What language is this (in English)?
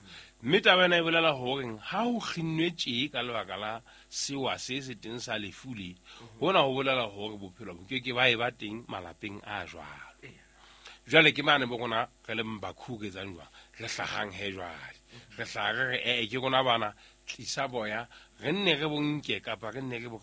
Southern Sotho